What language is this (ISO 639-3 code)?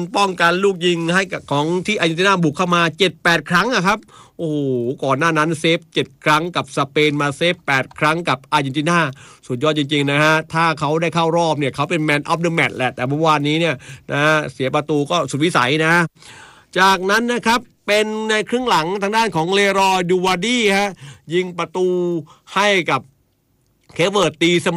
tha